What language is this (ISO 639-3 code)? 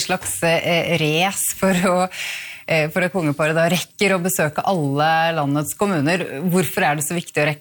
nor